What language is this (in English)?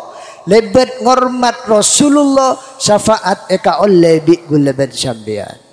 Madurese